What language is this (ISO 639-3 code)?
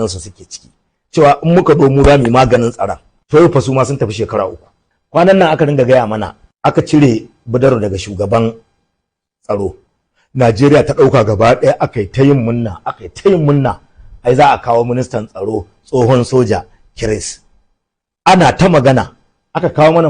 hau